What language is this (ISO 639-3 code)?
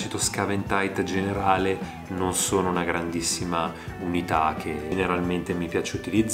ita